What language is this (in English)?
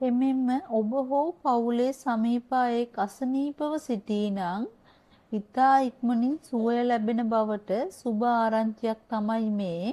Sinhala